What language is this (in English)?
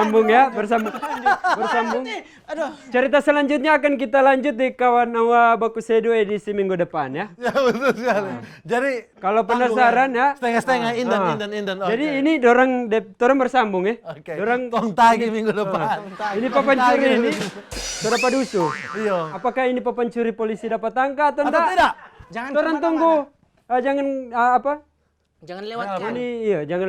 Manado Malay